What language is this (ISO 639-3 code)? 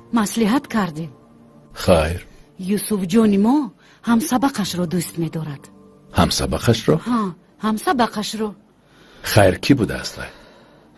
tgk